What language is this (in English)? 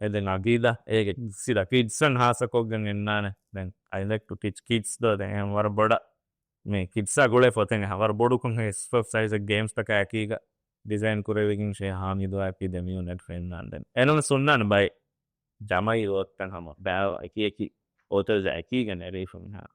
Divehi